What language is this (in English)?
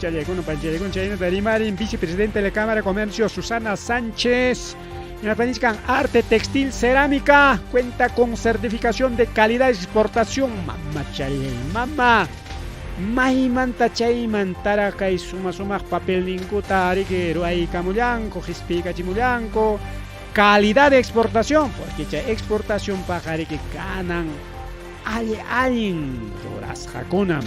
Ayacucho Quechua